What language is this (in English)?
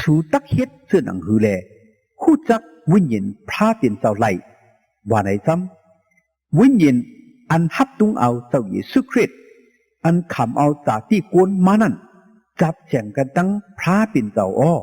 Shan